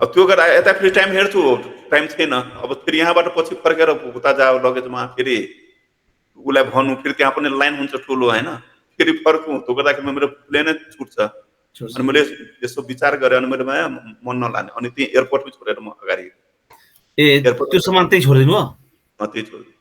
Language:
Nepali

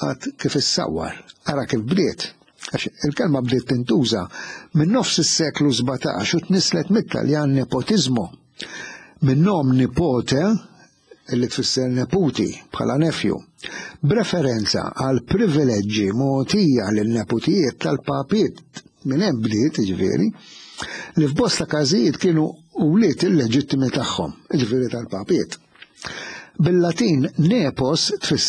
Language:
Maltese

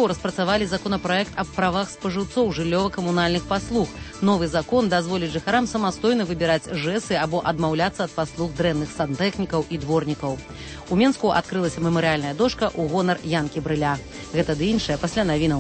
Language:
Belarusian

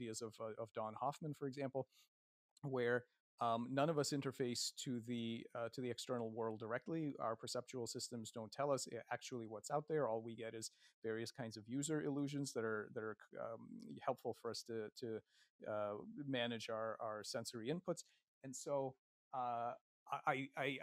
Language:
English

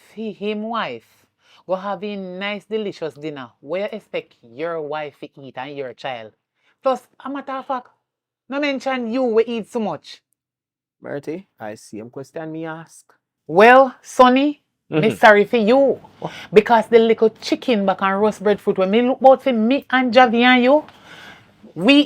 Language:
Jamaican Creole English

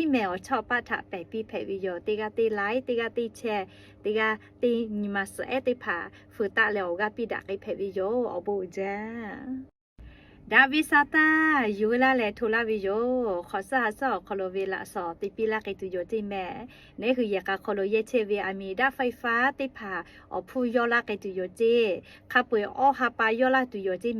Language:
Lahu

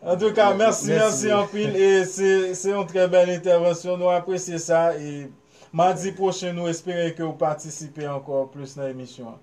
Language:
Haitian Creole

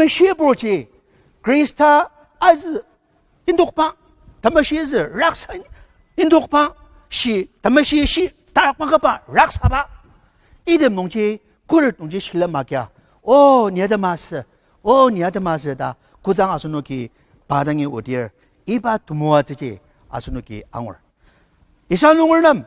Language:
Ao Naga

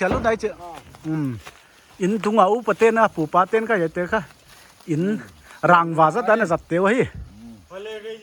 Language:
Paite Chin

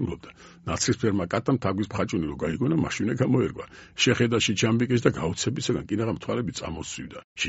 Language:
Georgian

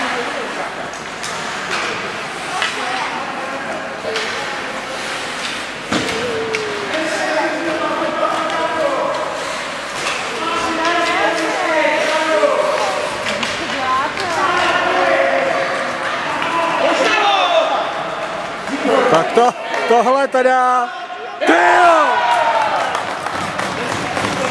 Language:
Czech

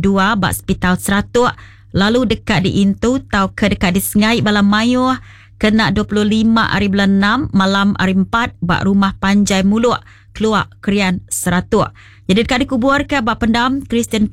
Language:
Iban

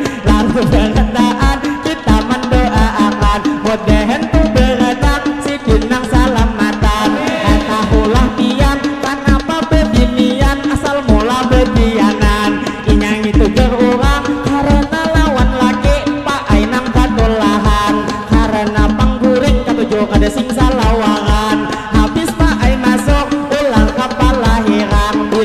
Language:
Banjar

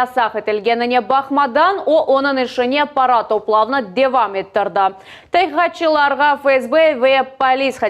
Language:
Crimean Tatar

